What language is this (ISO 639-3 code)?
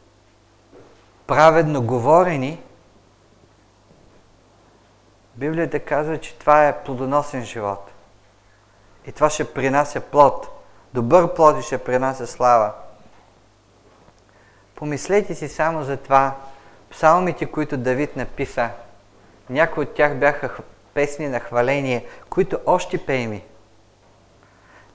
bul